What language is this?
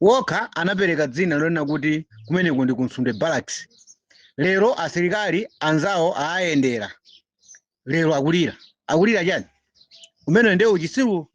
Nyanja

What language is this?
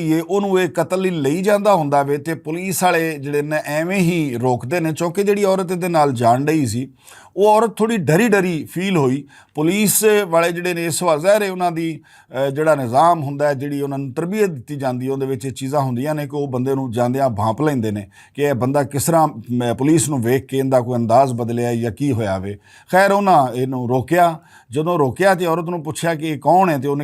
Western Panjabi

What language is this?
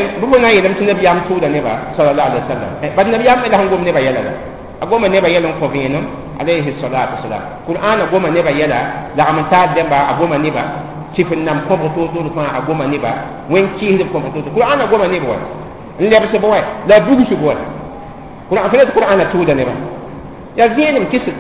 Mossi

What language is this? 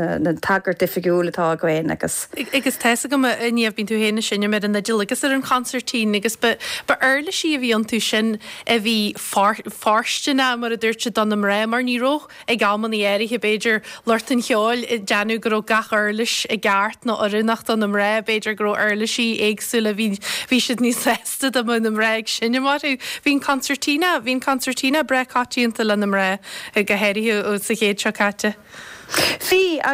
Irish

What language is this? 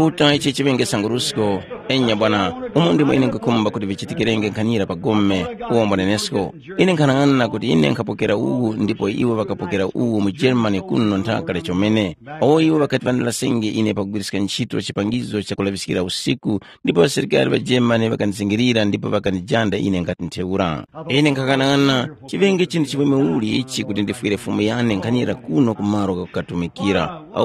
Tumbuka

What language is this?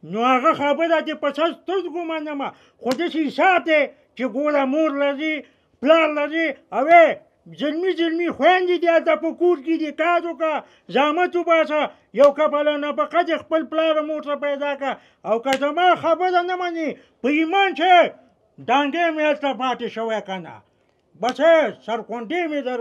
Pashto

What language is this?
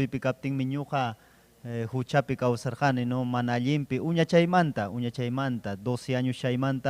Ayacucho Quechua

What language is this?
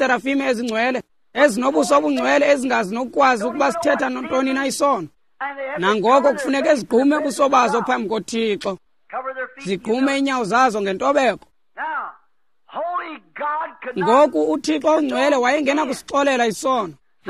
Xhosa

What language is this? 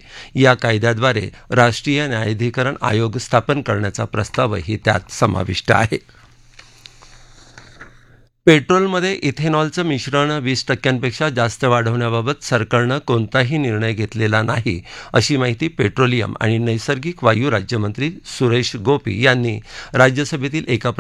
Marathi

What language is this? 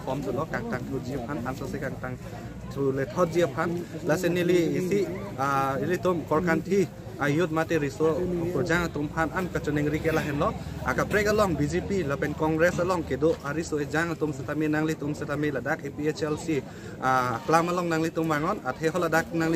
Karbi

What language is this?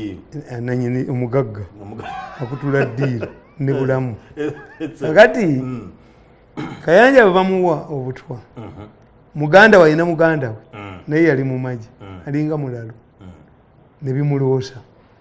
Ganda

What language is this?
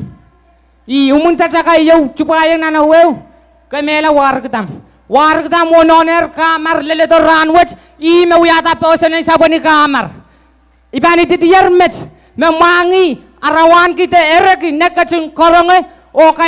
Pohnpeian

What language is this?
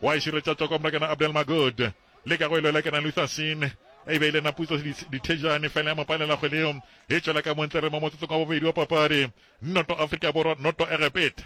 Northern Sotho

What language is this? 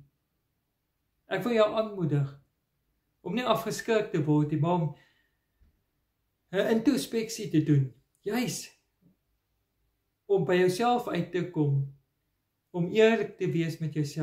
Afrikaans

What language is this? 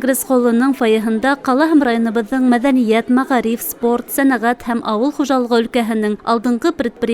Bashkir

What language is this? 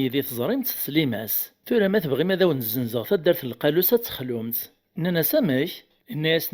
Kabyle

